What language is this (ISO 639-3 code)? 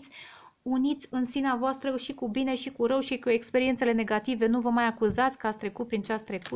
ron